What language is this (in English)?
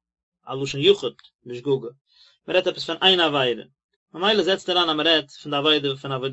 Yiddish